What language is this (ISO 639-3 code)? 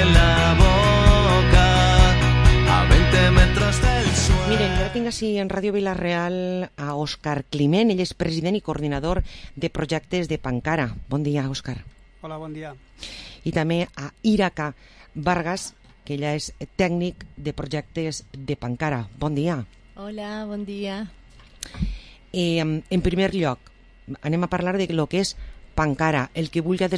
cat